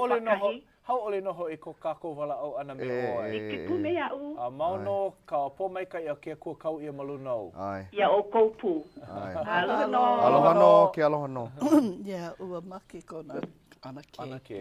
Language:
Hawaiian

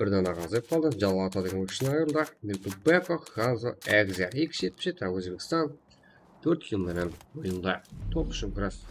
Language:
Kara-Kalpak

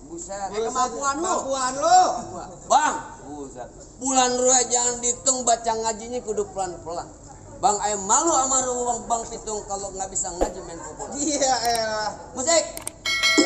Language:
Betawi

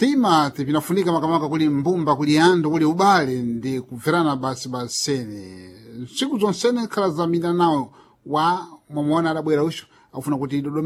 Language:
Sena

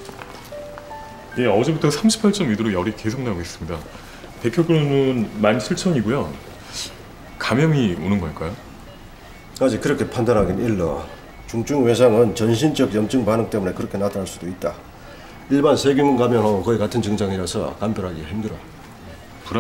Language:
Korean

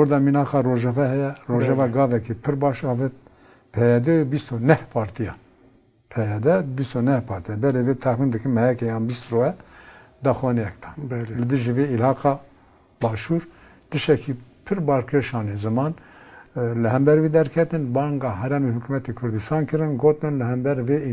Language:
Kurdish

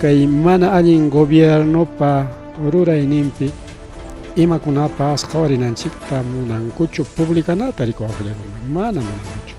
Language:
Ayacucho Quechua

